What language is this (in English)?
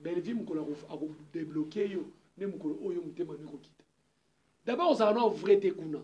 Lingala